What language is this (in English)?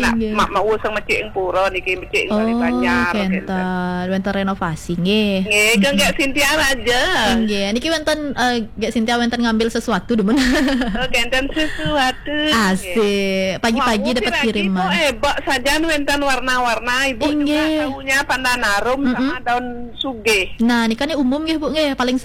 Balinese